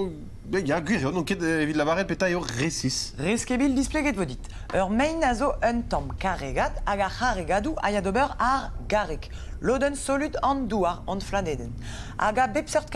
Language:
Breton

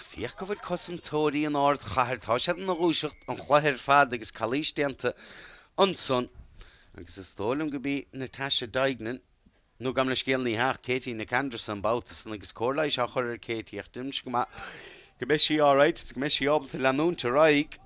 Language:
Irish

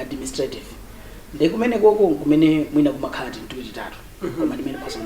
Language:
Nyanja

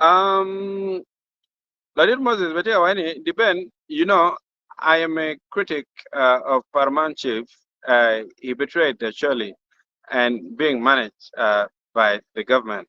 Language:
Acoli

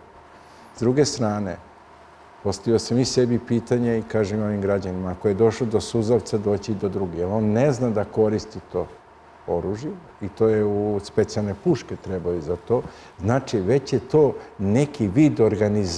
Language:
Serbian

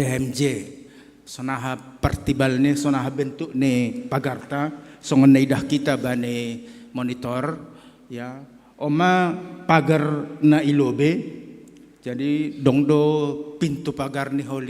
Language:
Batak Simalungun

